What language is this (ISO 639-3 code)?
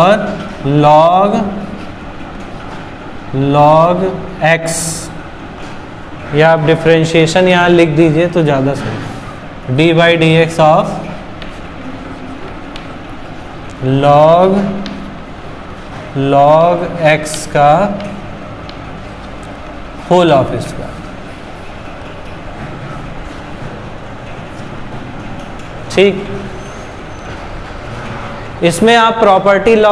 hin